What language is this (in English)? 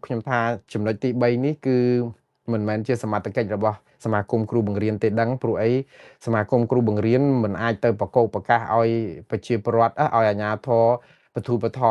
Khmer